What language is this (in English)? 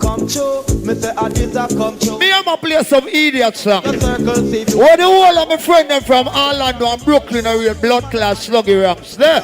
Jamaican Creole English